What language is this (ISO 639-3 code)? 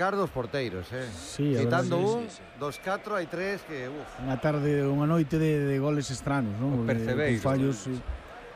glg